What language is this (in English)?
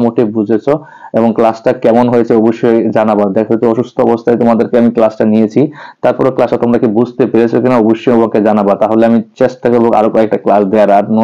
Bangla